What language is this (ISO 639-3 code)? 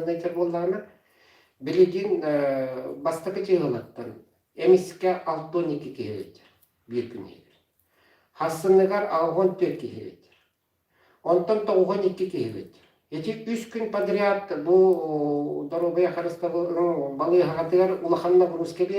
sah